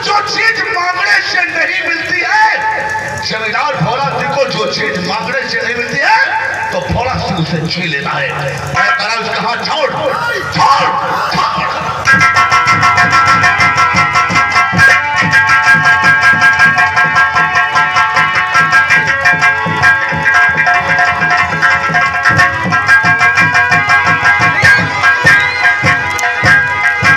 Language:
Hindi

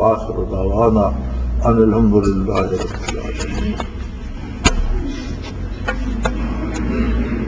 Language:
Urdu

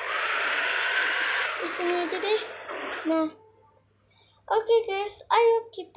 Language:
Indonesian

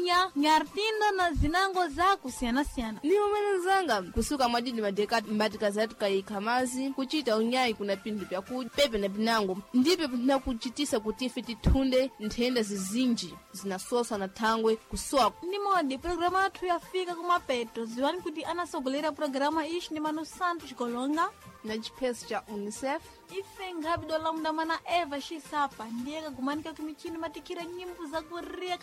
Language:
Sena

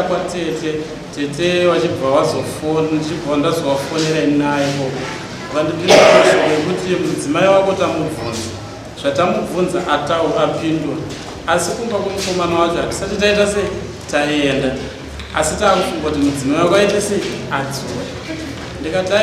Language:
Shona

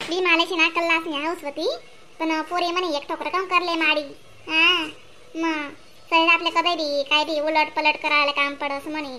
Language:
Khandesi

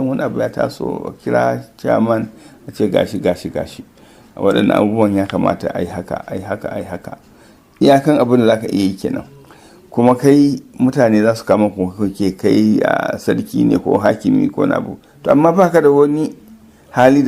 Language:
Hausa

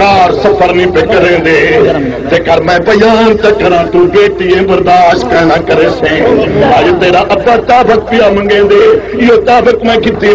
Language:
Saraiki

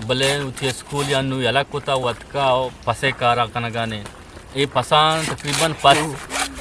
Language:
Eastern Balochi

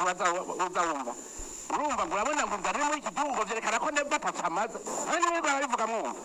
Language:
Rundi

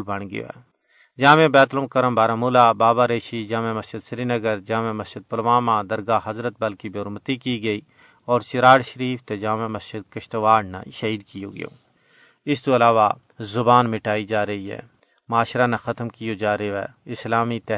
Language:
Gujari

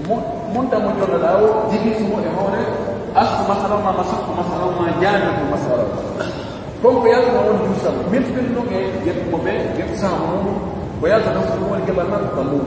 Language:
Pular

